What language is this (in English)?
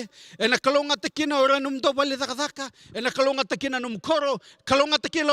Fijian